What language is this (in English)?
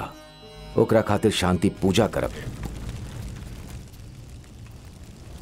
Bhojpuri